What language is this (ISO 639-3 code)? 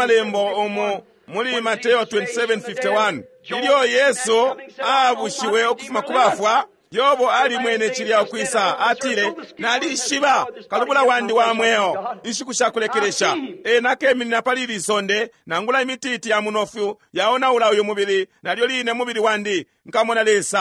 bem